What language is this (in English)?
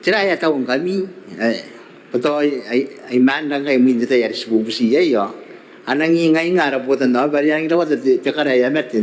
Gilbertese